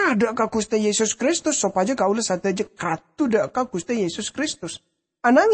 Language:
Madurese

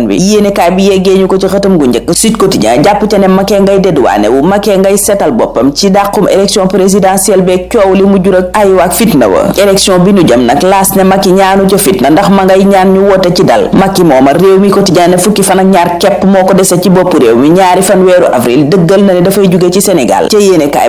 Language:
Wolof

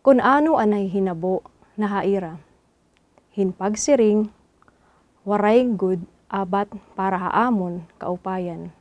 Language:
Waray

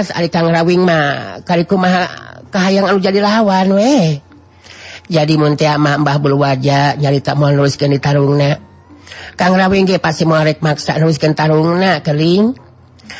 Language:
Sundanese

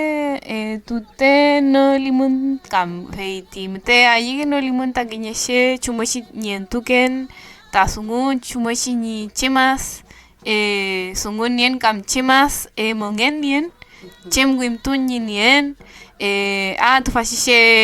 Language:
Mapuche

